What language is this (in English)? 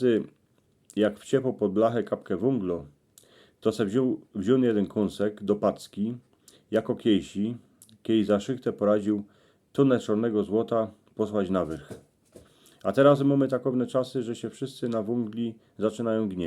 Silesian